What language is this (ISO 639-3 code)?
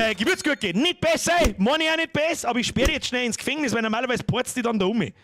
bar